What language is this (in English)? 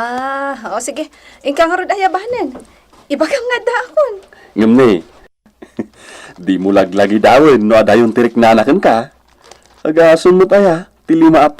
Iloko